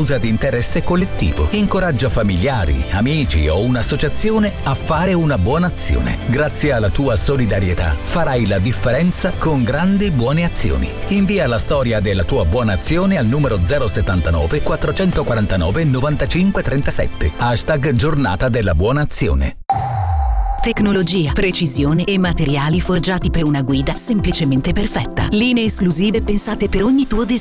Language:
Italian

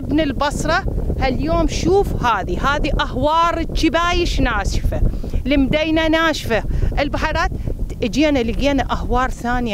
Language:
Mesopotamian Arabic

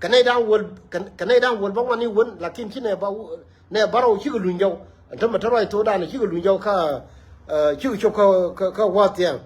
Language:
Nuer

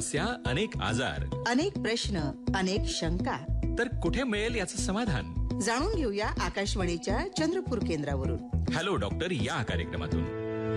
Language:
Marathi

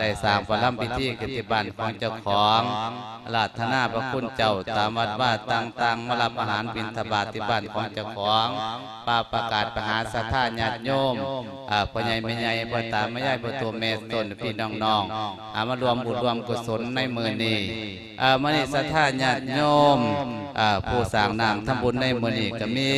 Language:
Lao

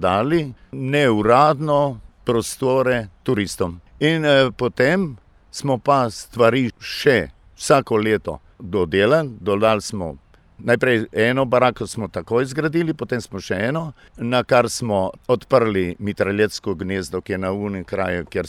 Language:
Slovenian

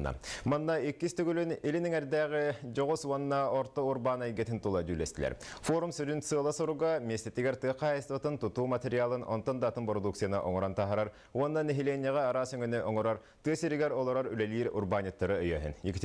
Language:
Yakut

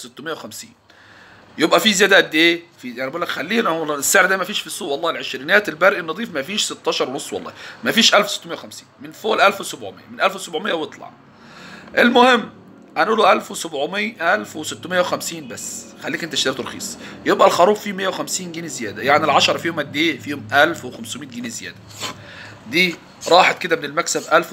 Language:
Egyptian Arabic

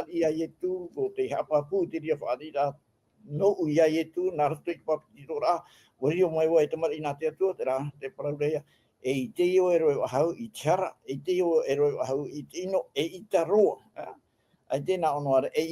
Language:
Tahitian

